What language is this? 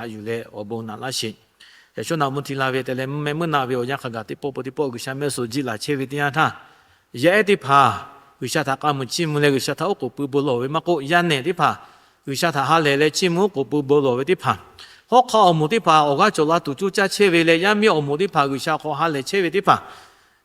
Lahu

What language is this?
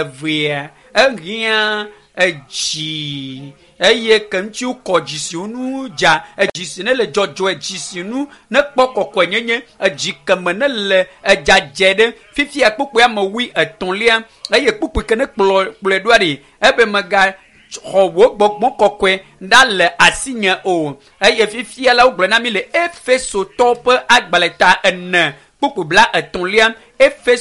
Ewe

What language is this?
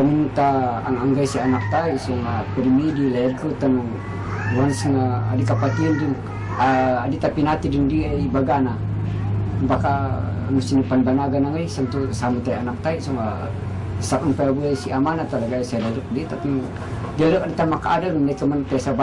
Kankanaey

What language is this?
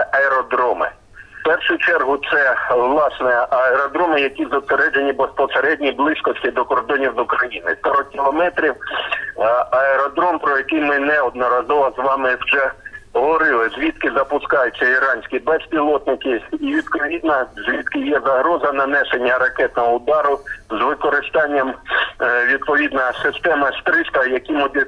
Ukrainian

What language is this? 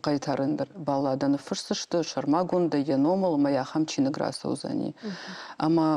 Ossetic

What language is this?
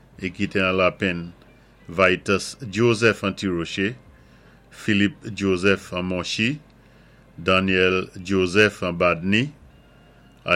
Saint Lucian Creole French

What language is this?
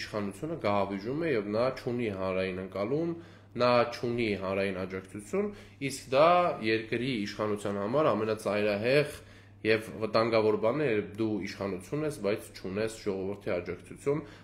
Armenian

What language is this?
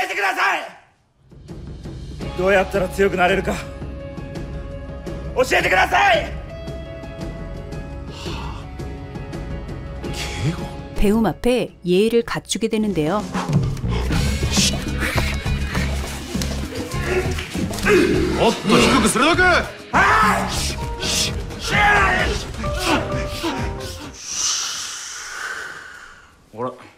Japanese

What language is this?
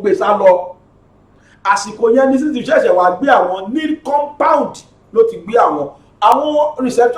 Yoruba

